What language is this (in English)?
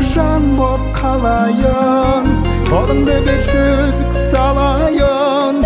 Kazakh